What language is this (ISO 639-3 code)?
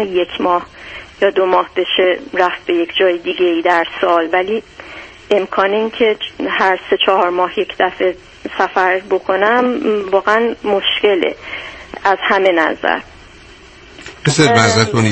fas